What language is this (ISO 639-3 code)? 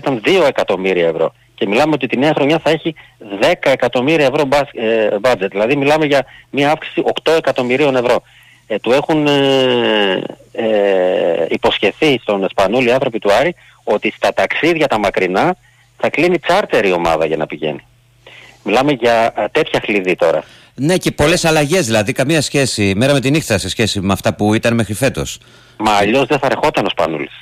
ell